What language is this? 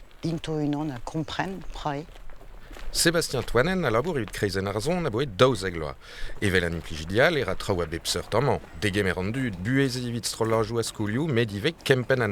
Breton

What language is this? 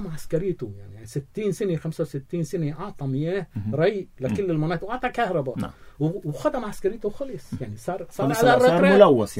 North Levantine Arabic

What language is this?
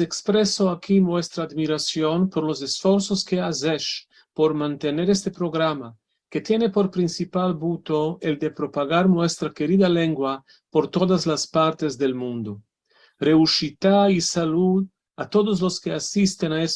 Ladino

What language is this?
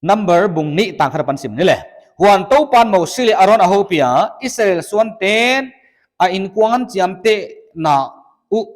Paite Chin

